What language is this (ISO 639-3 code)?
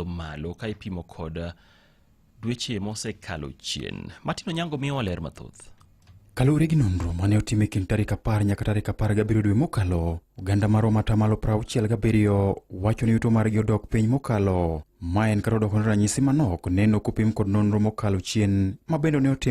luo